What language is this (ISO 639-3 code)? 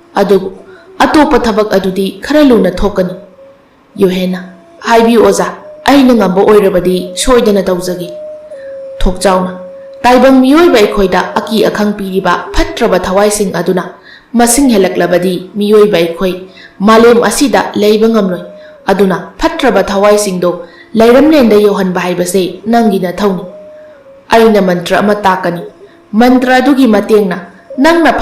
mni